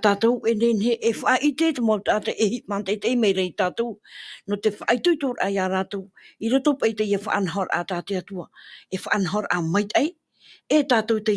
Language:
Tahitian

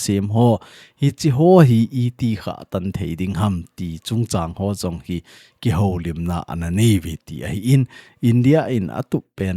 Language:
Thado Chin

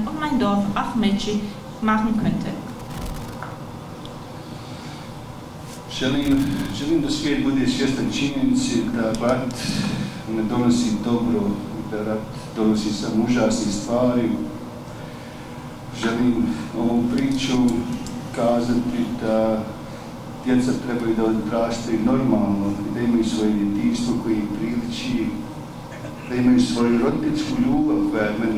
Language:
Bosnian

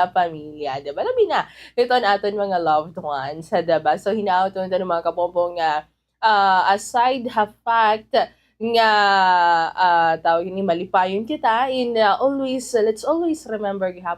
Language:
Waray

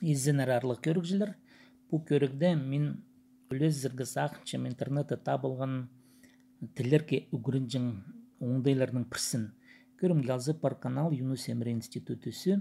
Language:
Khakas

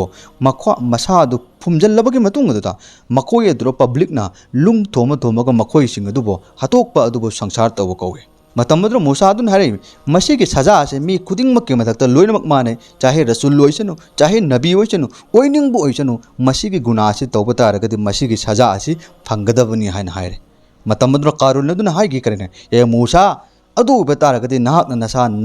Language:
Manipuri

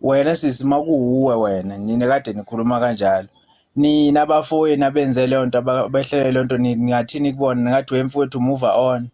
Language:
Zulu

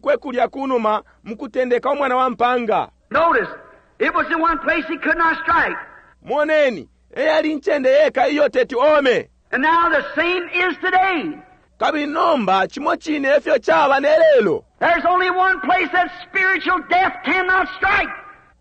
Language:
Bemba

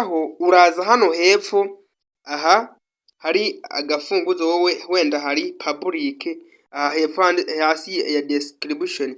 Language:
Kinyarwanda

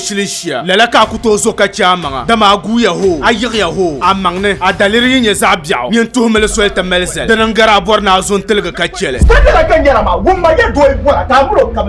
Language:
Dagbani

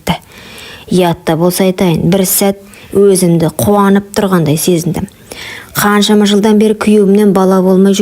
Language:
Kazakh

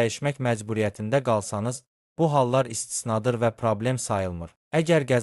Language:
Azerbaijani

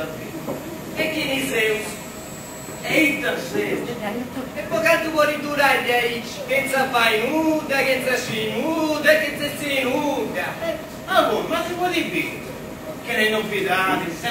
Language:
Sardinian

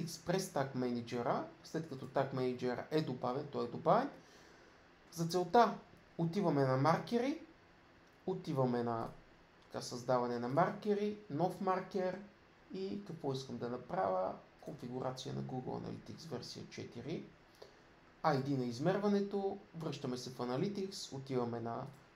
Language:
Bulgarian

